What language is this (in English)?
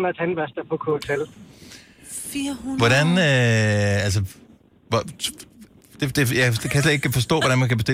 Danish